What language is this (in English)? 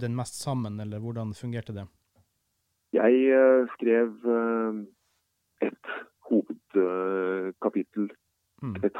Norwegian